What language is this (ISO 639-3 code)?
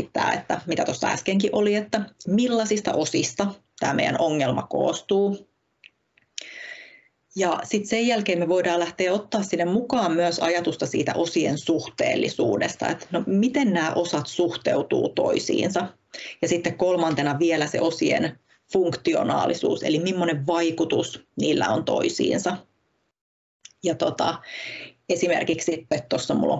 fin